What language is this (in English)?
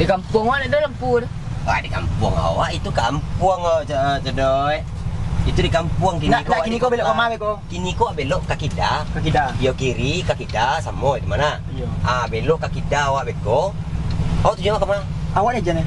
Minangkabau